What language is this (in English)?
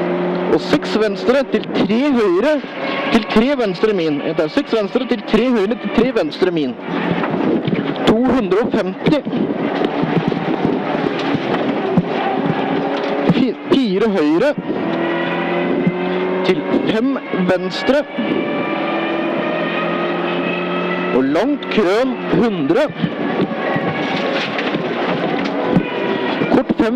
Norwegian